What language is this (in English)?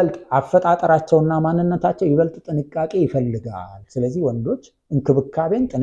Amharic